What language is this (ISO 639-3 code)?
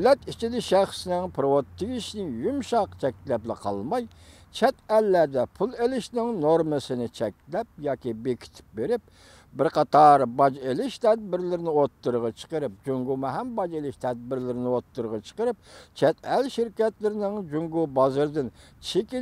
uig